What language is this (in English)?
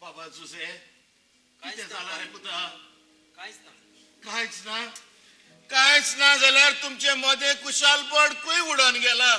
Konkani